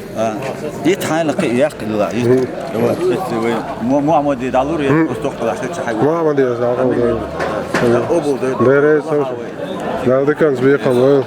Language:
Chechen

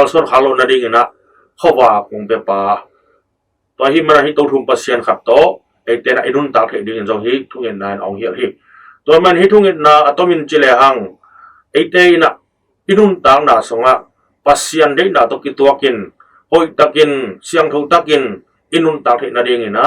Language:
Tedim Chin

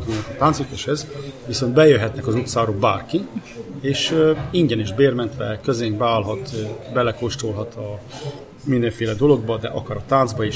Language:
Hungarian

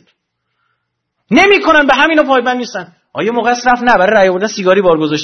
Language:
Persian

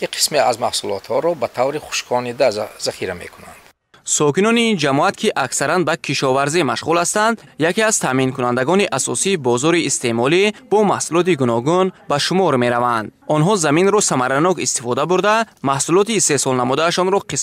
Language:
Tajik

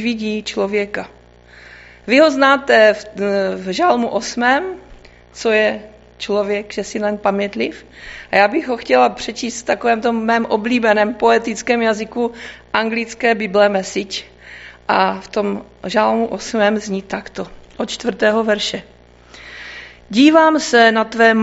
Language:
Czech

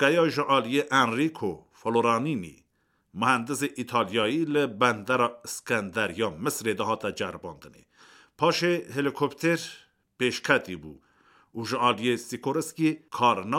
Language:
Kurdish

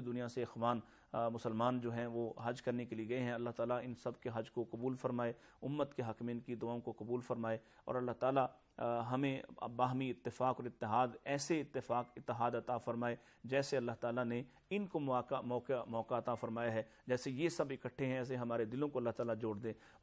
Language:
Urdu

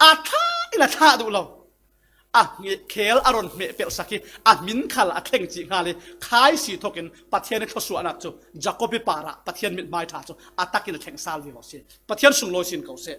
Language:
Falam Chin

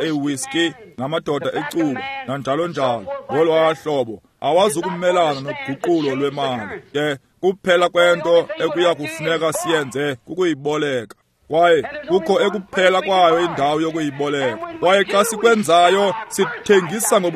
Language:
Xhosa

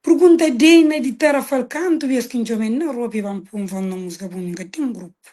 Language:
Kabuverdianu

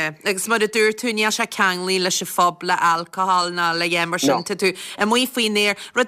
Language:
Irish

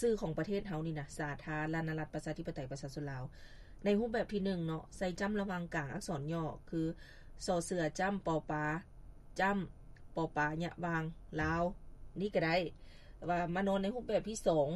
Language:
Lao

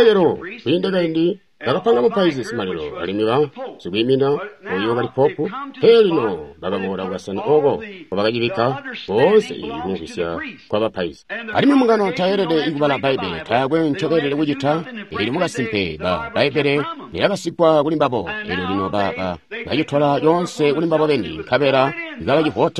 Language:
Tonga (Zambia)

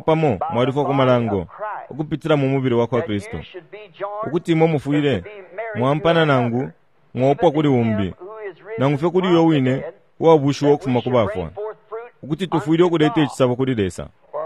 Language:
Bemba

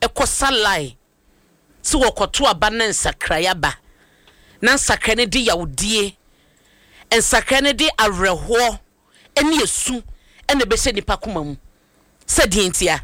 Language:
Akan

